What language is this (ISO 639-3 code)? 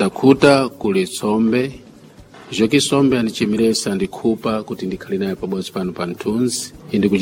seh